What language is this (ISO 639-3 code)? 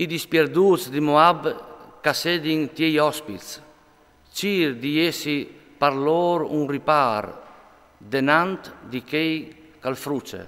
fur